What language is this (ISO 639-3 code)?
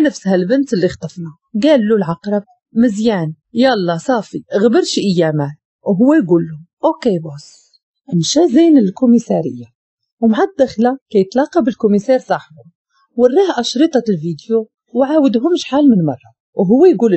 ary